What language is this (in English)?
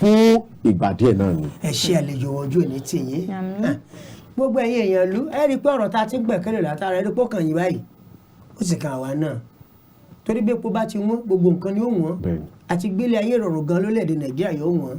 Yoruba